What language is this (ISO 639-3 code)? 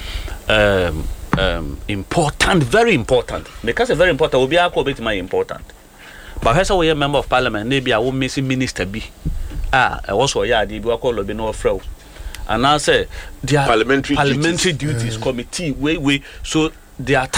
aka